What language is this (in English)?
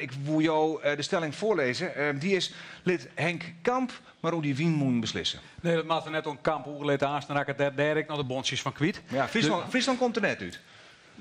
Western Frisian